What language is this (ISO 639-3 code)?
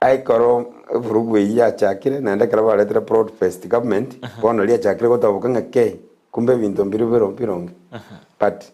guz